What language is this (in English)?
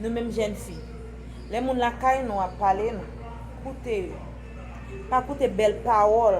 Haitian Creole